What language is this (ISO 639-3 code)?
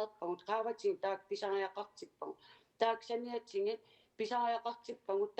kal